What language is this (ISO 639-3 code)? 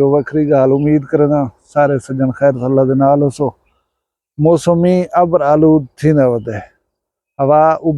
skr